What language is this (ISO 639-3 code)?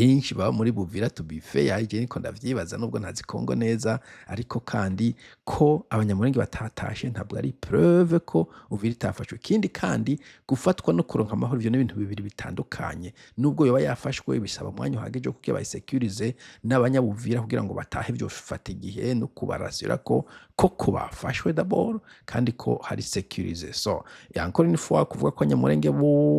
run